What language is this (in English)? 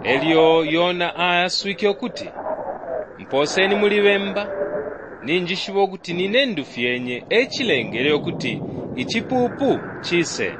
Bemba